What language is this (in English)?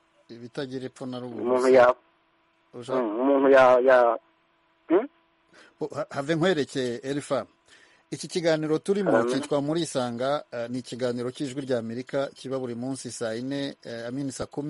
Kinyarwanda